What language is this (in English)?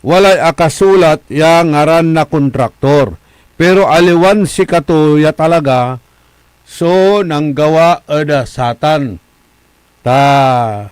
Pangasinan